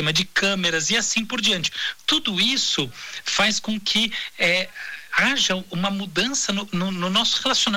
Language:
Portuguese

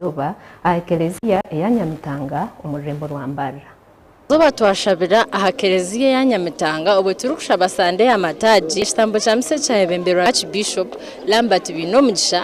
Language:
Nyankole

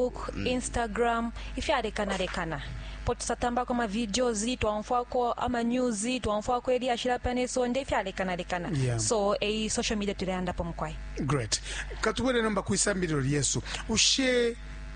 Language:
Bemba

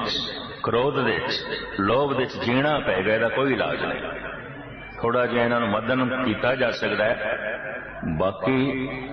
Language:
Punjabi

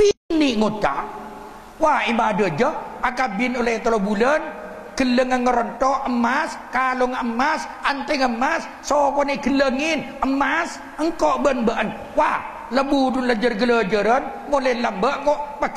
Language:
Madurese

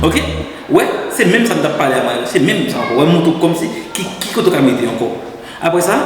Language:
Haitian Creole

